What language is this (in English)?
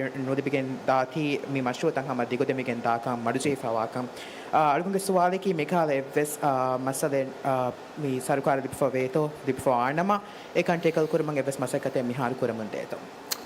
Divehi